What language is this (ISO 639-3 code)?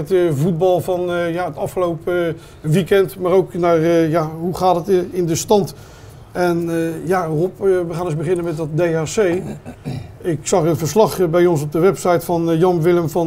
nld